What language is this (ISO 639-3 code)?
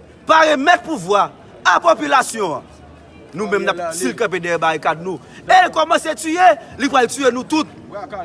hat